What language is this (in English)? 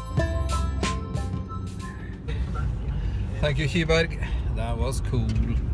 Norwegian